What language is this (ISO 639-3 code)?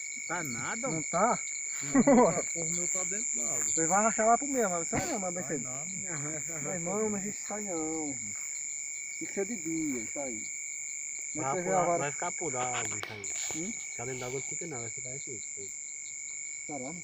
por